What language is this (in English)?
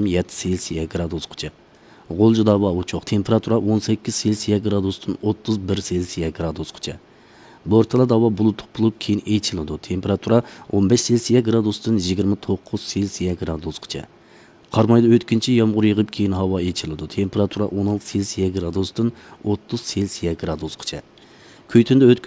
Uyghur